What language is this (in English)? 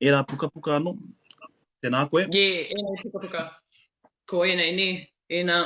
Māori